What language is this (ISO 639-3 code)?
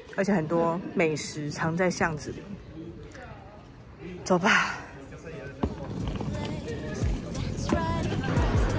zho